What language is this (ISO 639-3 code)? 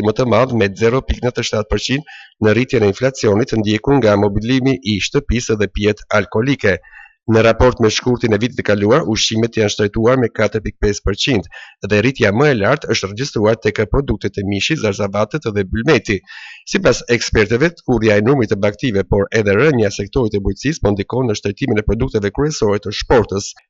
sqi